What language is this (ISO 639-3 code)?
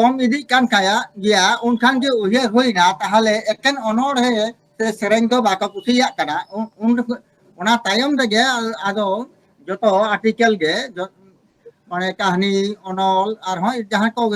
sat